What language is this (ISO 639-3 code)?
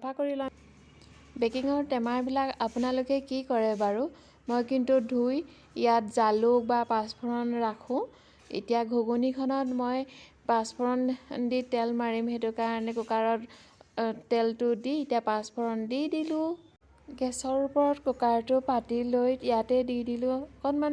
asm